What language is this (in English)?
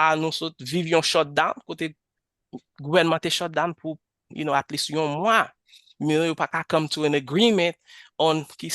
Haitian Creole